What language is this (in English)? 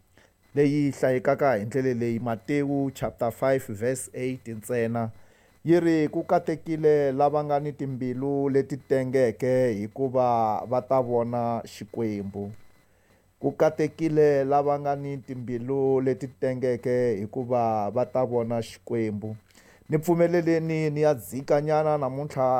Tsonga